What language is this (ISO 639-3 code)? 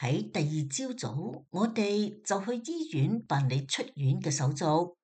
yue